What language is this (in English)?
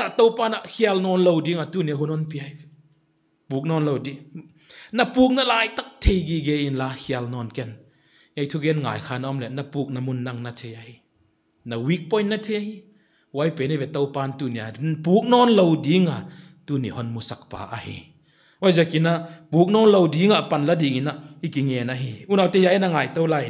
Paite Chin